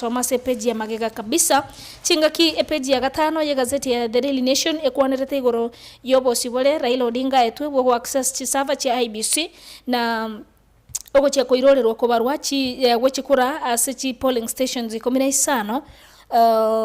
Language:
Gusii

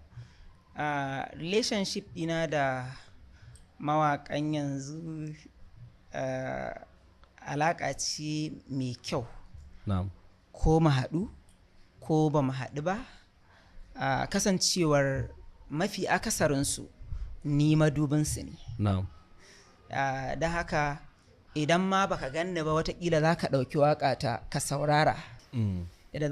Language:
Hausa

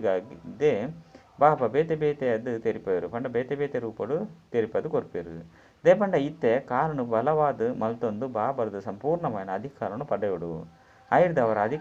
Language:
Tulu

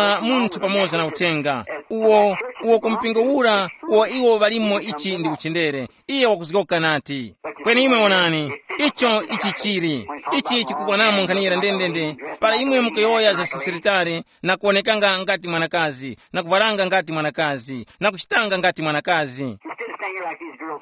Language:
Tumbuka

